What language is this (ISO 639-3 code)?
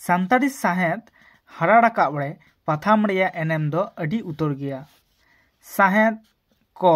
sat